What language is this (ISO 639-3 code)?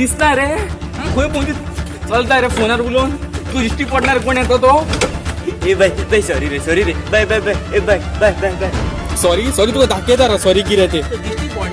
kok